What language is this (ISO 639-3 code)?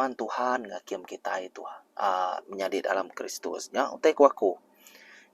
iba